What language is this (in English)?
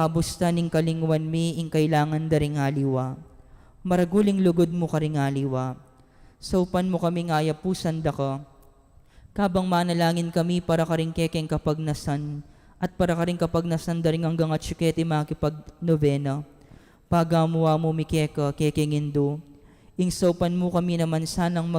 Pampanga